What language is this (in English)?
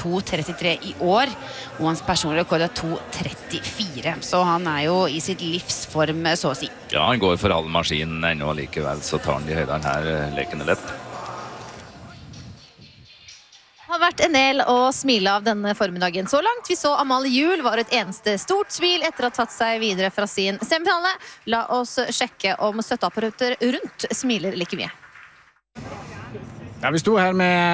Norwegian